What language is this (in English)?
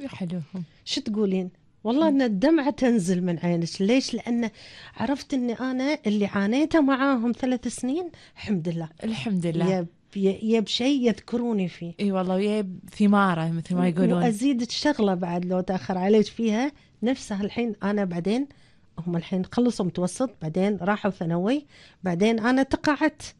Gulf Arabic